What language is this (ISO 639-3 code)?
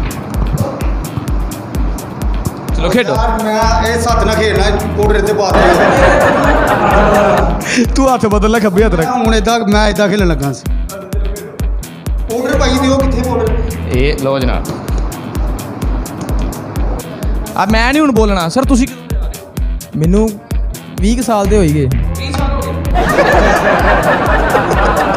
pan